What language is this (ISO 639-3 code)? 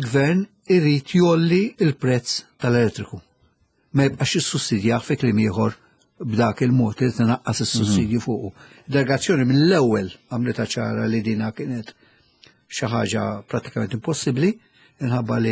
mlt